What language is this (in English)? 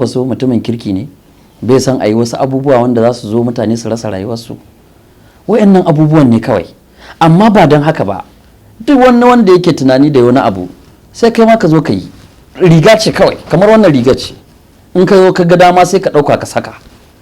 Hausa